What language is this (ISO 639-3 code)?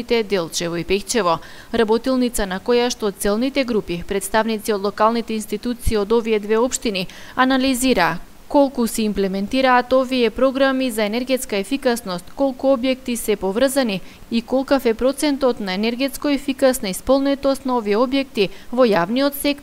mkd